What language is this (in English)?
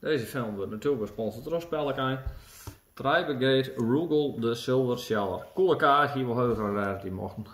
Western Frisian